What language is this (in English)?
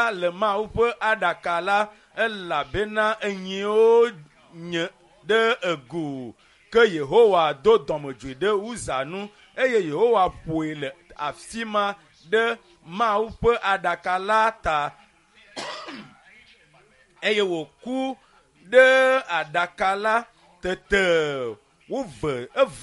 Ewe